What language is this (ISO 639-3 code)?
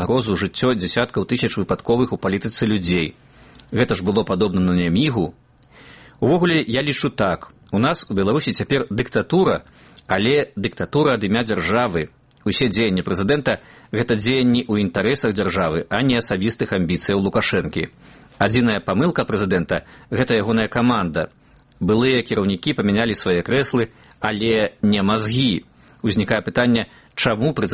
bel